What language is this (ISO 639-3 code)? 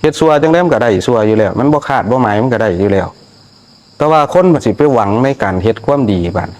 tts